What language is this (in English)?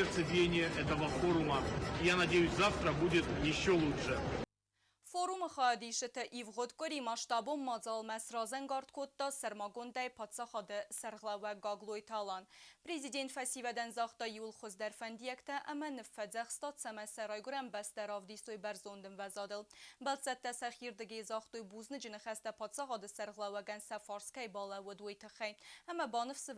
Ossetic